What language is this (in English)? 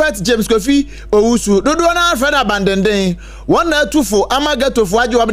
Akan